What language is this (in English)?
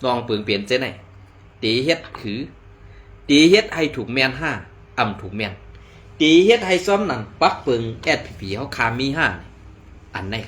Shan